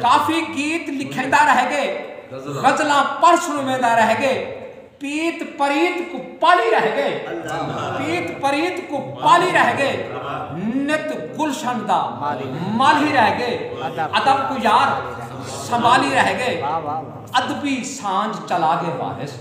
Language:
Saraiki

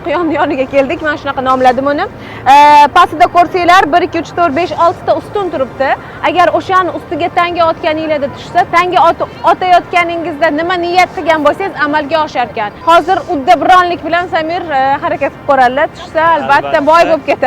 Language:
Uzbek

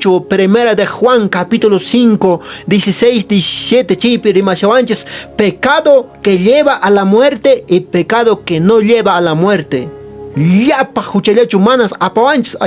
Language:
Quechua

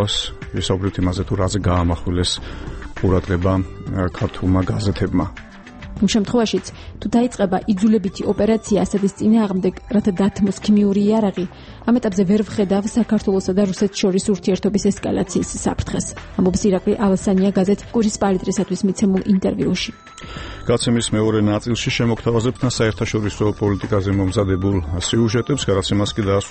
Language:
Georgian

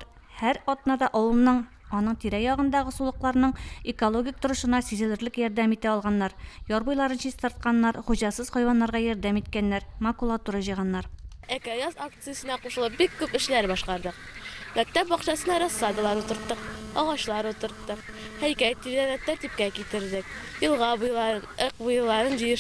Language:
Tatar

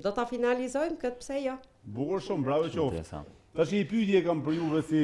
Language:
Albanian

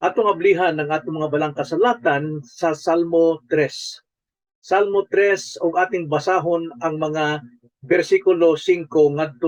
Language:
Cebuano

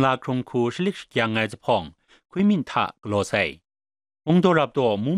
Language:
Kachin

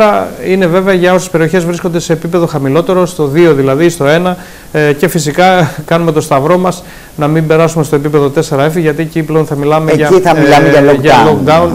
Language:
Greek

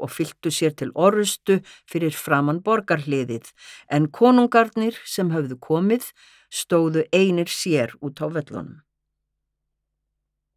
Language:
Icelandic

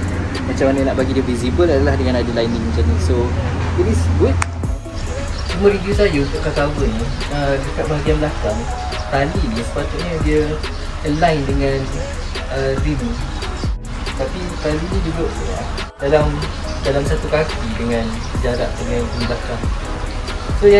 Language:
Malay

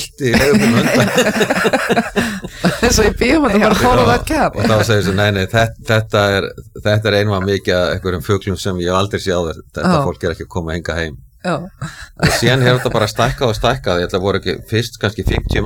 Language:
Icelandic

